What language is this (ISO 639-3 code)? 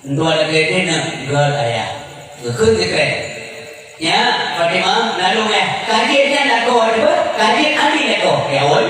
ace